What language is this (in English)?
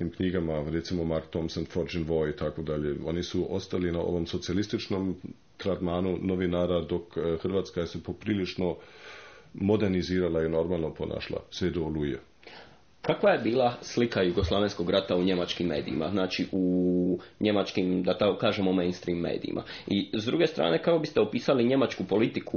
Croatian